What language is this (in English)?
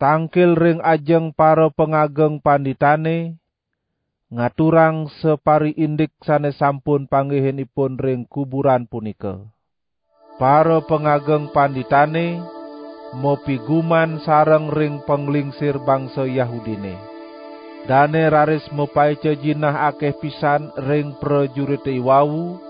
Balinese